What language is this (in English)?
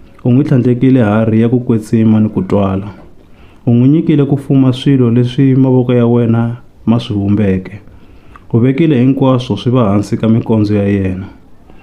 Tsonga